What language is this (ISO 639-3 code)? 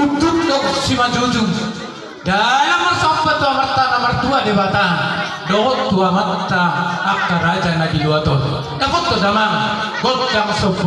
bbc